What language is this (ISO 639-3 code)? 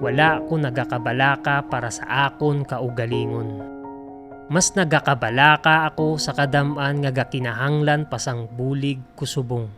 hil